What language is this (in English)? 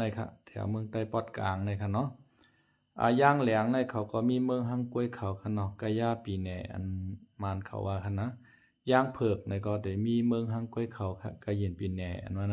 Lao